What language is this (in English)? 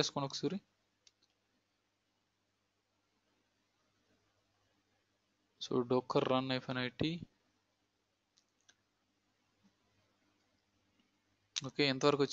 Telugu